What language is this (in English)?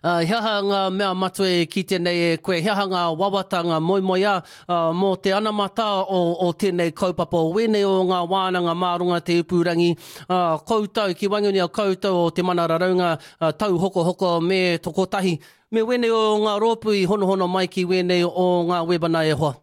Māori